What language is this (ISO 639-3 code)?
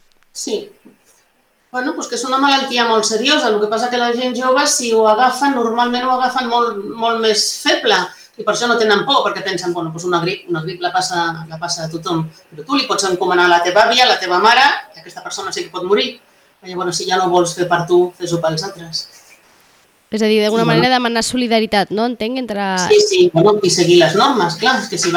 cat